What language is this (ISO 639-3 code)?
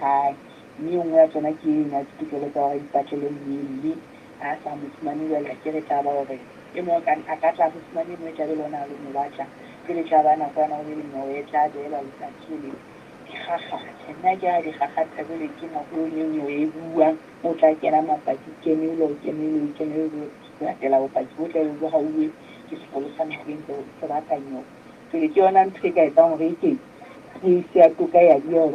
sot